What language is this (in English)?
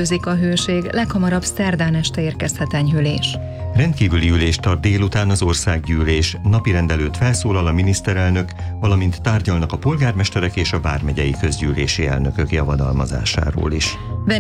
Hungarian